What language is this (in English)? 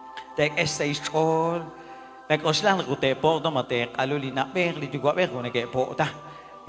Kekchí